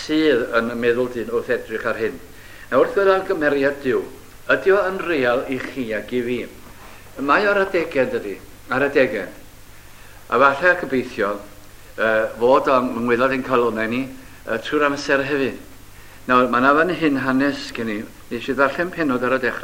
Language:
Welsh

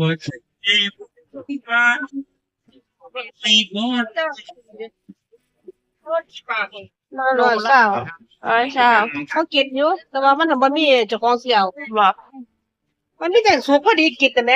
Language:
Northeastern Thai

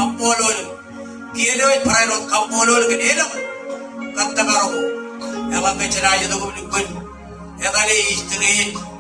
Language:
Marshallese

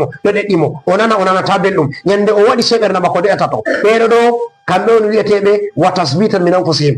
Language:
Fula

